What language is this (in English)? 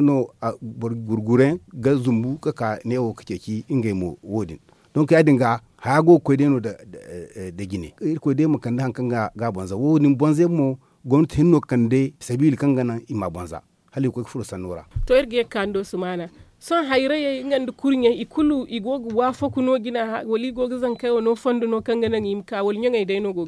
Zarma